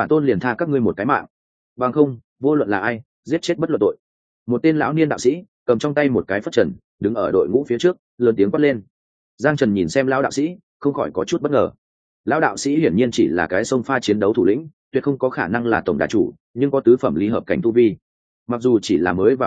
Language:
Vietnamese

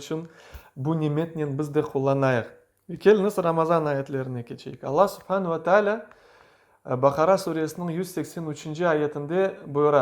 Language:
Crimean Tatar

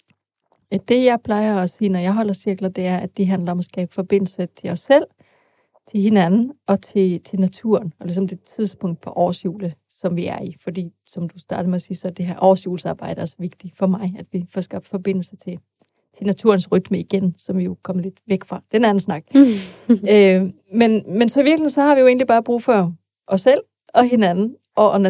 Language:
Danish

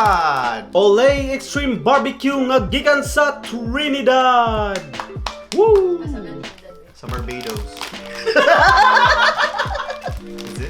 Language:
Cebuano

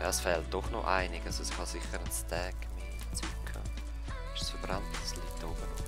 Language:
Swiss German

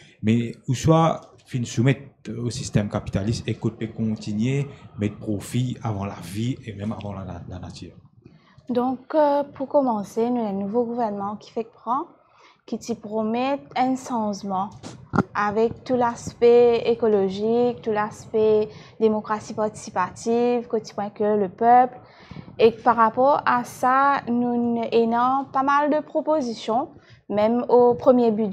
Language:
Morisyen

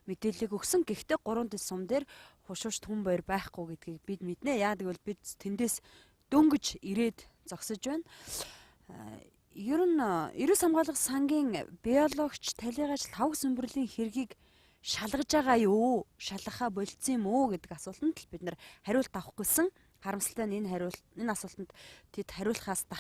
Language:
Mongolian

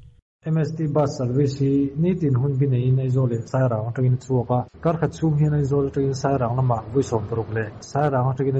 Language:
Mizo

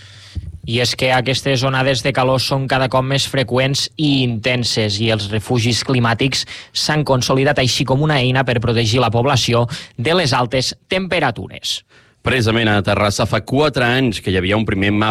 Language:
Catalan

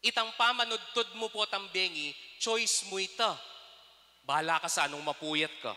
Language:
Pampanga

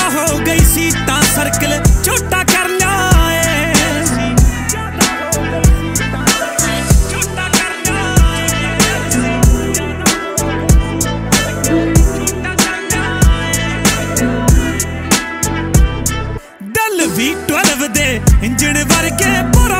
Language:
Punjabi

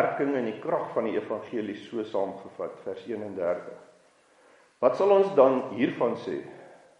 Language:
Afrikaans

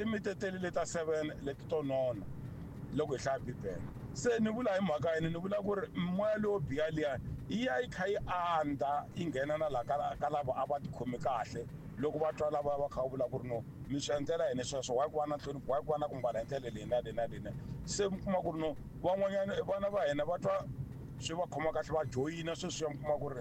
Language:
Tsonga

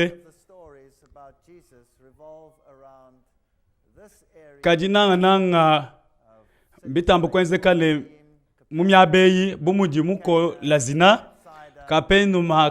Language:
Luba-Lulua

